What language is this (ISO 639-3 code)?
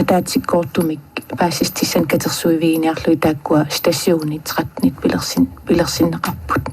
kal